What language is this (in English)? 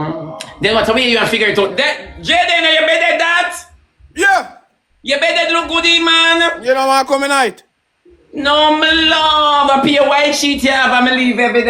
Jamaican Creole English